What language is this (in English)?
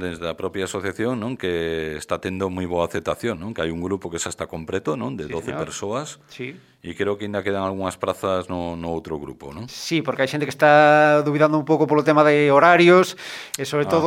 Galician